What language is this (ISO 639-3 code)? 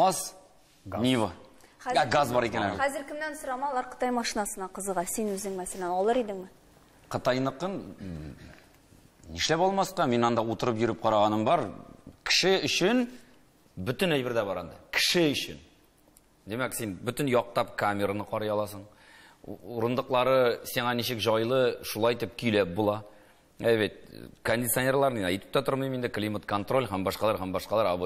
tat